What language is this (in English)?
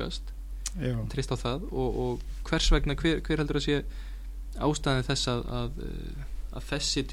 Icelandic